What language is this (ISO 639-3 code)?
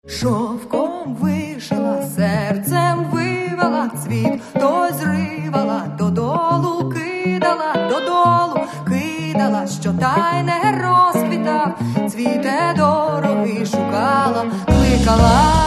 ukr